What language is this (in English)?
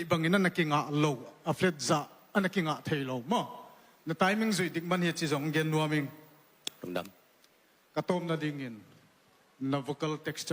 Tedim Chin